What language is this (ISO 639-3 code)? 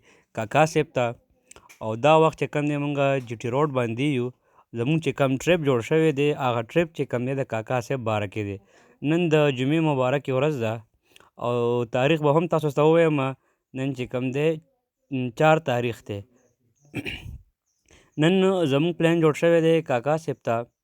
pus